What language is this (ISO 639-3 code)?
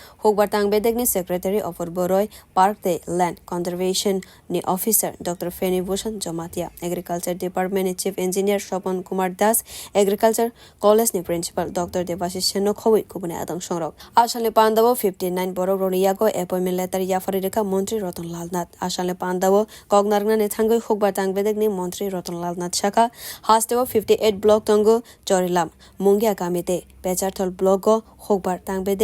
trp